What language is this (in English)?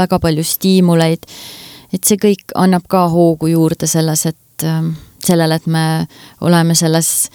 Estonian